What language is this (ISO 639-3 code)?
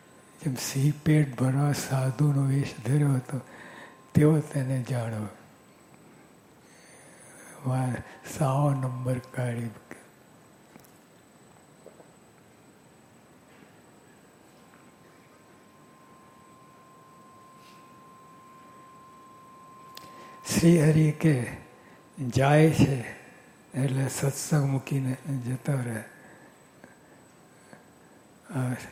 guj